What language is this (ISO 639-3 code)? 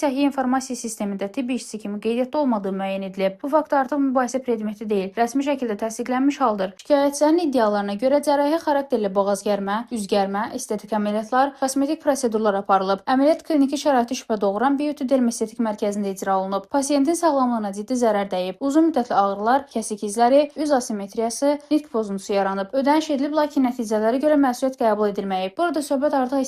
aze